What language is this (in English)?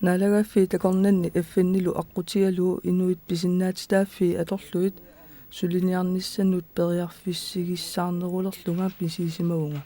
Kalaallisut